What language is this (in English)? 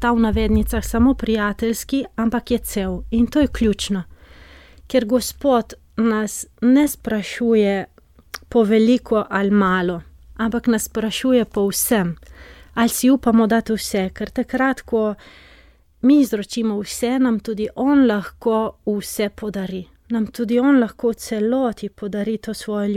Slovenian